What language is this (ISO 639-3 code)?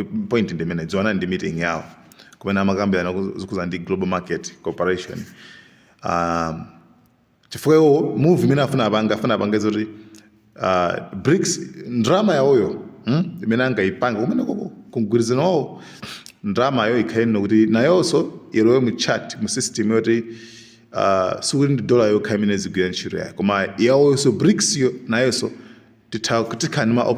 nya